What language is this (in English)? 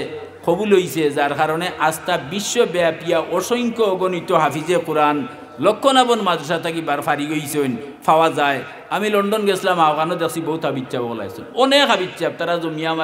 Sylheti